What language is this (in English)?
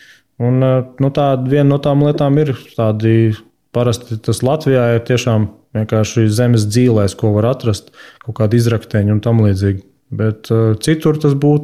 Latvian